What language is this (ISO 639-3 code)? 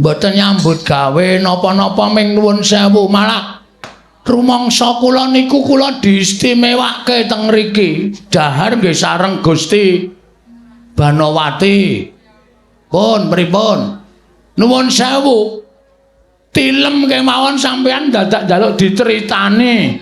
jav